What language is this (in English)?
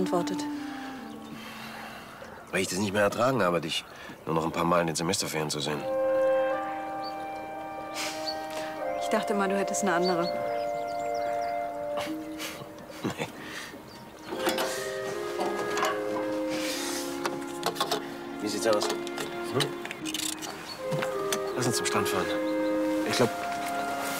German